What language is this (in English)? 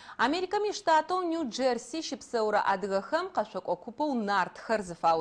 Adyghe